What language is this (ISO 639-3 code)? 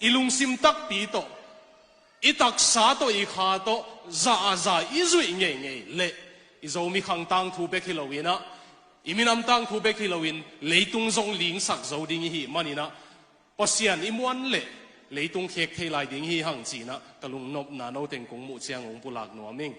ctd